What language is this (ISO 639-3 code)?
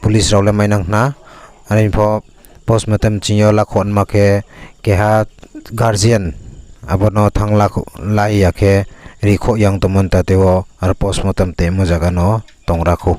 ria